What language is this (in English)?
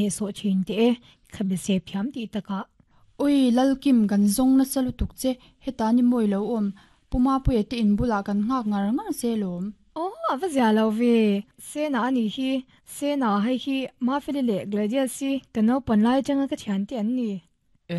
Mizo